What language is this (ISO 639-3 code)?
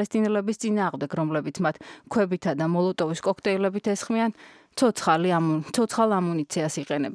kat